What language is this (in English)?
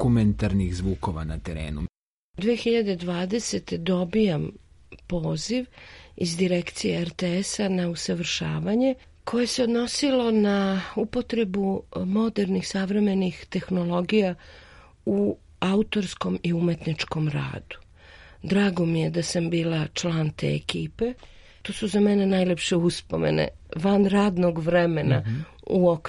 Serbian